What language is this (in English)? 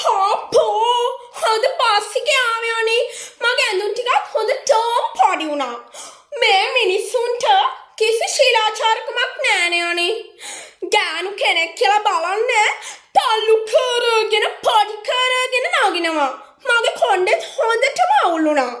Sinhala